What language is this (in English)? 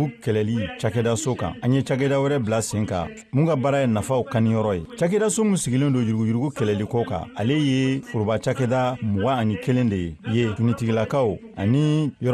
Bambara